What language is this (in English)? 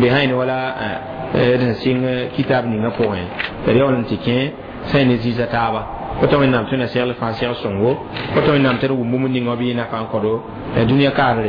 Mossi